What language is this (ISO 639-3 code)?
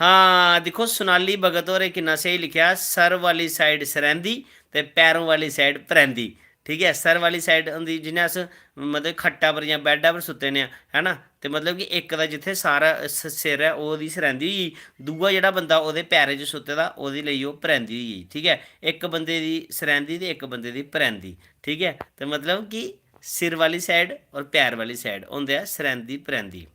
doi